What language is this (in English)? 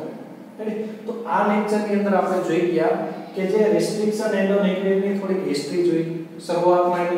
Gujarati